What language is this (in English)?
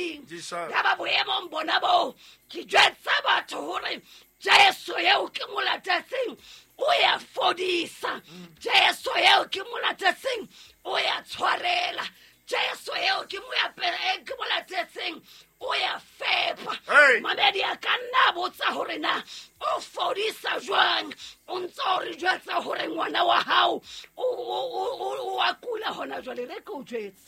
Southern Sotho